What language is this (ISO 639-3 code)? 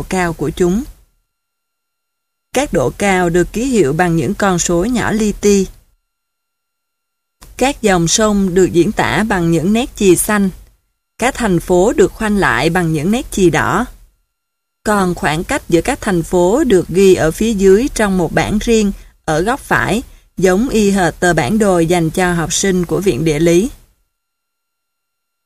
vie